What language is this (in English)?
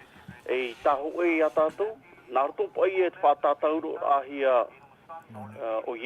Tahitian